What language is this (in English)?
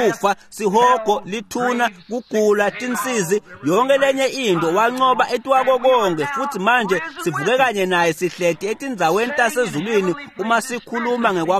Swati